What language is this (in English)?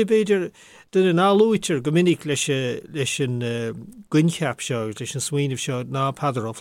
Irish